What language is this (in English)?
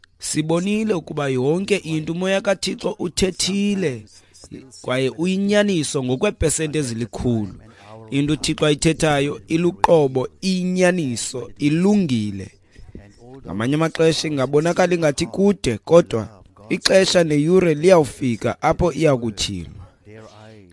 Xhosa